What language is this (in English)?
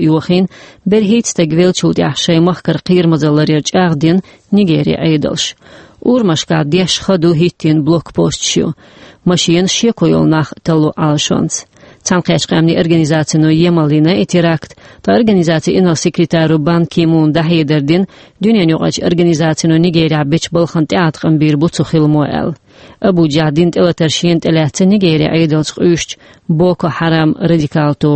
Chechen